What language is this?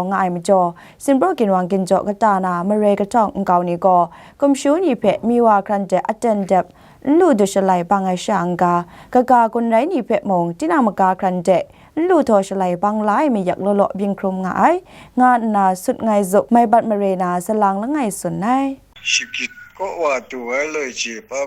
Kachin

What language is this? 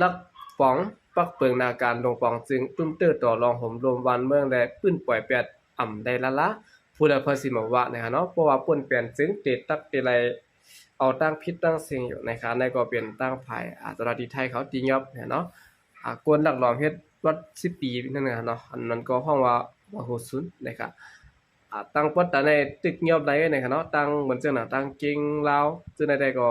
Shan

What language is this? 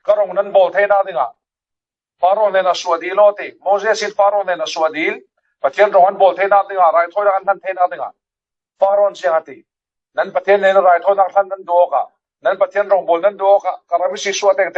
Falam Chin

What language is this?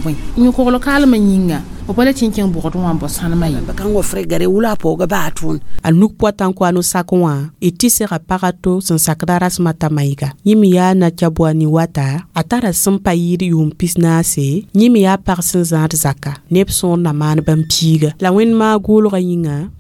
Mossi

